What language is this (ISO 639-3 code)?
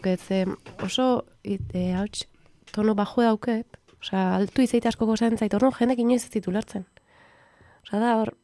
eus